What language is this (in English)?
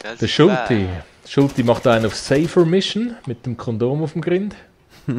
Swiss German